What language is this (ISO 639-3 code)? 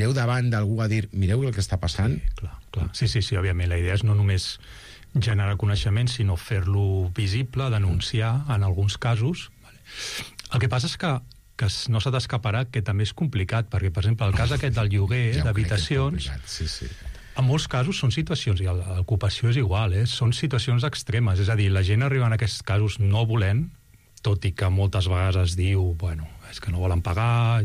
cat